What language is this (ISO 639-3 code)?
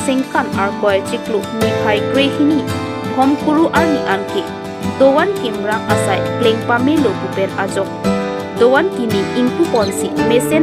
mjw